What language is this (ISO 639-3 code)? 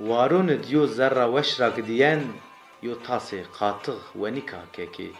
zza